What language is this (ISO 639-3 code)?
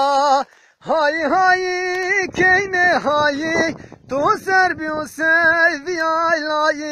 zza